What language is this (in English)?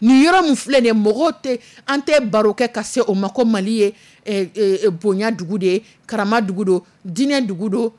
Dyula